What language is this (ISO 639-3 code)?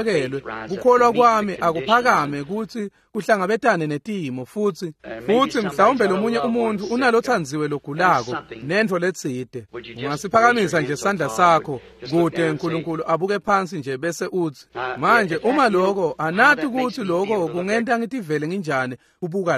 ssw